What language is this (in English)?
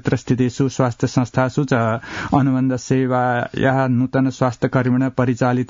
Sanskrit